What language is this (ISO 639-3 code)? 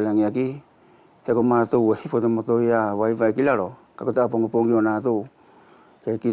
wls